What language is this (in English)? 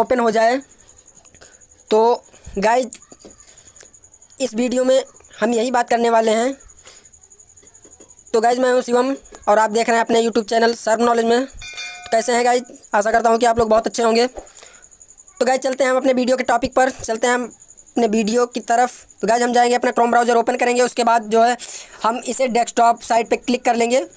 Hindi